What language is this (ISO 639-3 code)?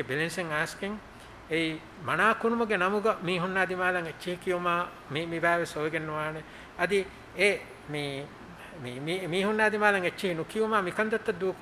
div